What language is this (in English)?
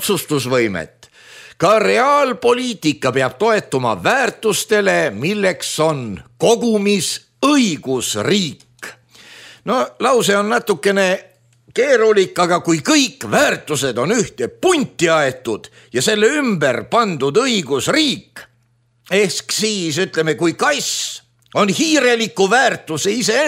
Estonian